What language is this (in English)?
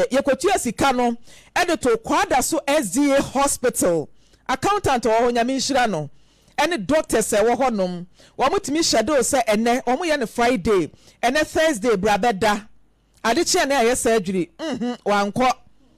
Akan